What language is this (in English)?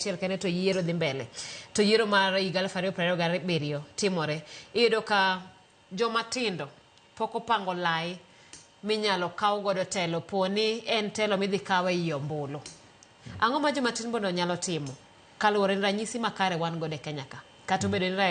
Luo (Kenya and Tanzania)